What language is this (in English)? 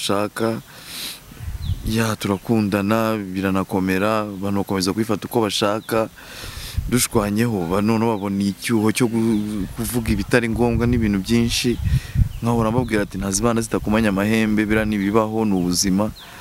Kinyarwanda